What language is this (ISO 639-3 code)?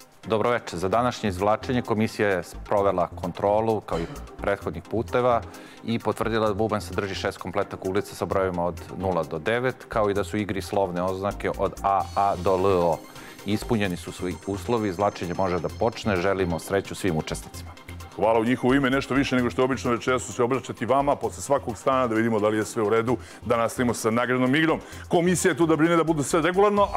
srp